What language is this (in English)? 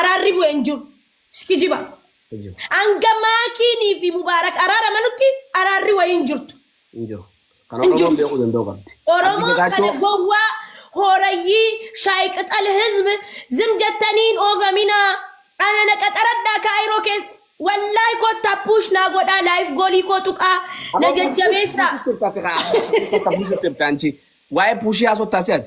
Oromo